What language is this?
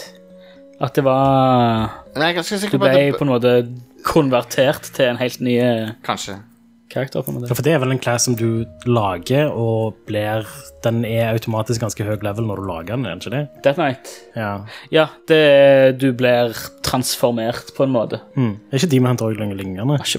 Norwegian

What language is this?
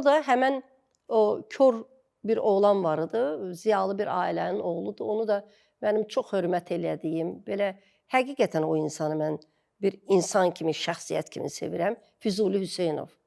Azerbaijani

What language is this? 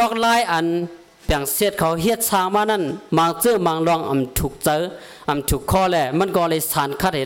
Shan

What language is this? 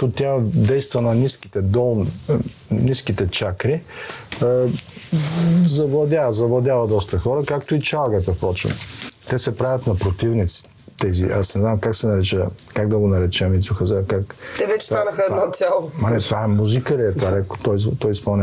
Bulgarian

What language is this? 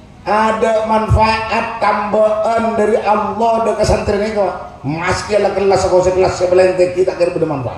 Madurese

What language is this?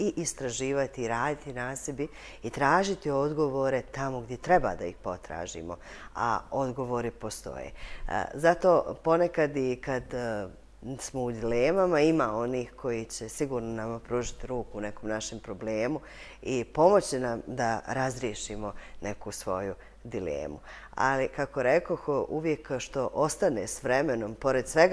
Bosnian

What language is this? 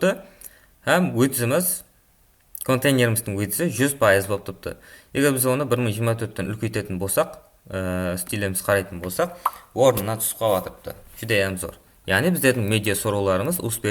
Kara-Kalpak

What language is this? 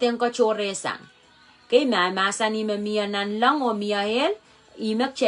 Pohnpeian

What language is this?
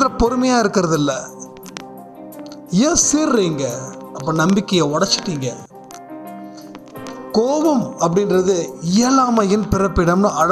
Tamil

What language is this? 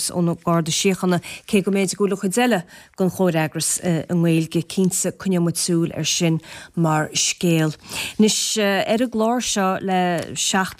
Irish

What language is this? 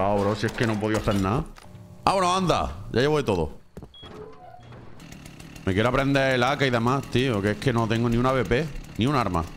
Spanish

